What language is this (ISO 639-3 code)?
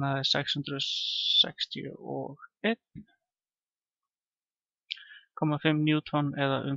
isl